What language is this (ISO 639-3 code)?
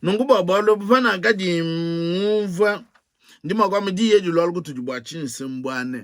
lua